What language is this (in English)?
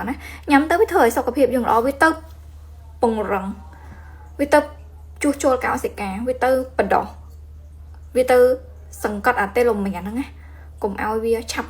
Khmer